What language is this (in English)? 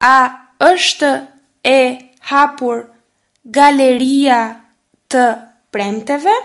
Albanian